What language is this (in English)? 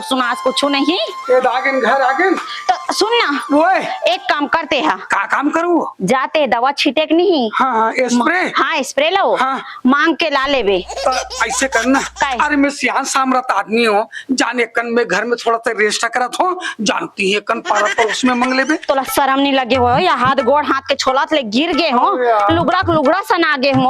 Chhattisgarhi